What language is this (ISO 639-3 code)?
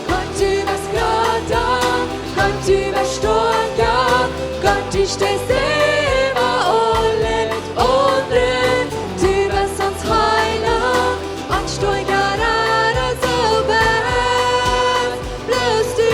pdt